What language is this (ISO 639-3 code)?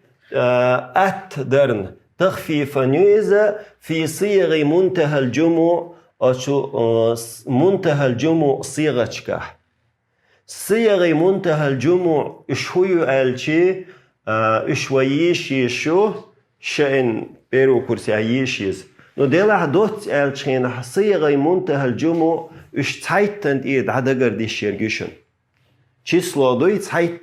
che